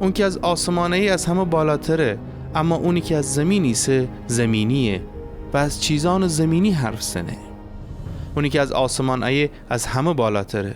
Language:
Gilaki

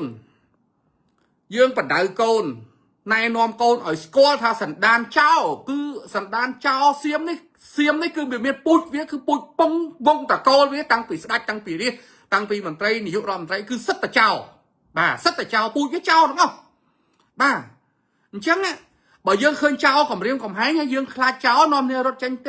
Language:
Khmer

